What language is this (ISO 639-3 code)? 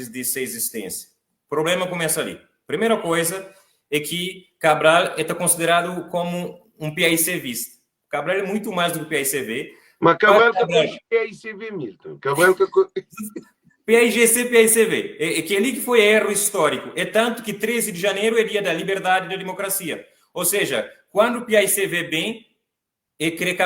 kea